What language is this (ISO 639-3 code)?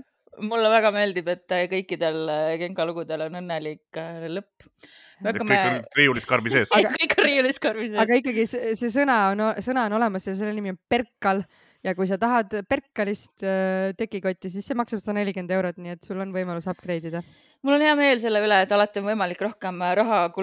est